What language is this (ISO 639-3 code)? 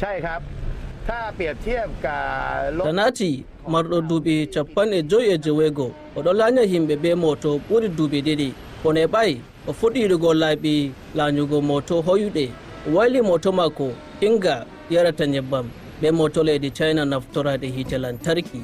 fuv